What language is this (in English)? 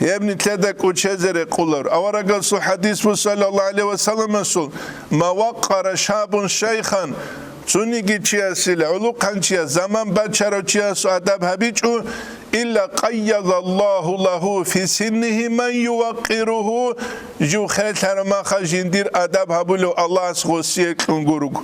Avaric